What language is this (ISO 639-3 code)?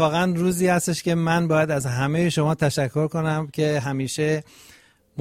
fas